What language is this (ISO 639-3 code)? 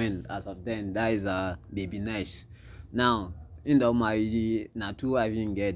pcm